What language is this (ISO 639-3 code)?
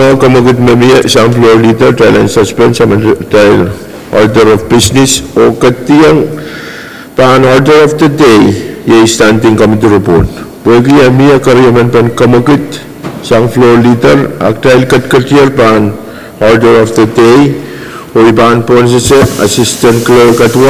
pon